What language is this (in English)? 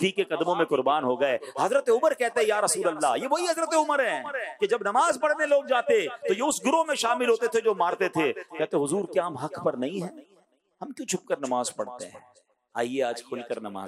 Hindi